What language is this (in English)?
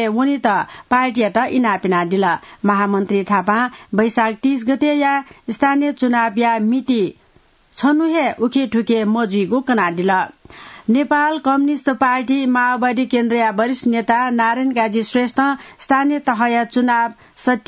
Newari